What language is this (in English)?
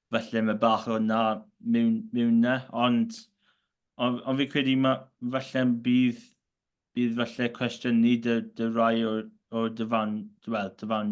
Welsh